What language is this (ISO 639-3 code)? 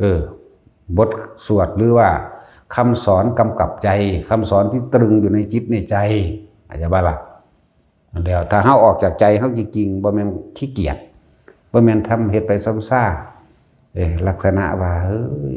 tts